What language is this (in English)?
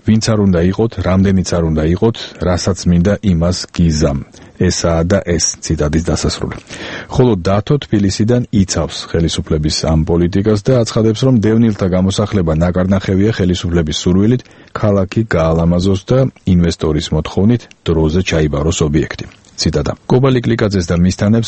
Georgian